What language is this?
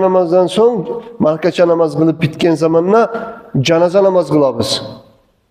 Kumyk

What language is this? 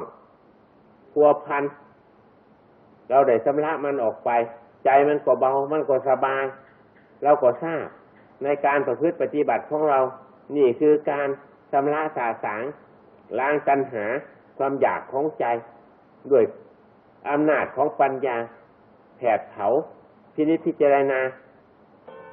Thai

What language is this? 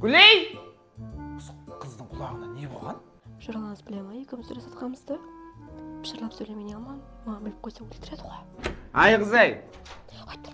Kara-Kalpak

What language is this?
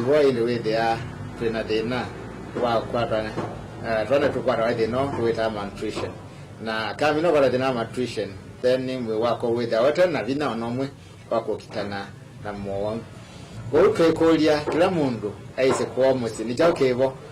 Kamba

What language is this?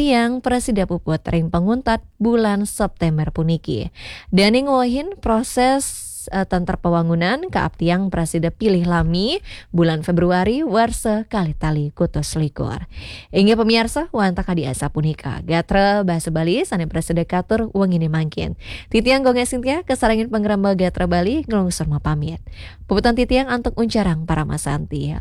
Balinese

